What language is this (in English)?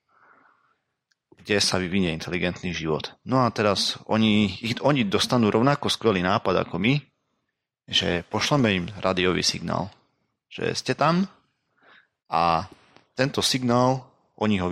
Slovak